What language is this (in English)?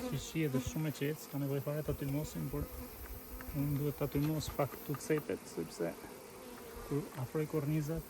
Albanian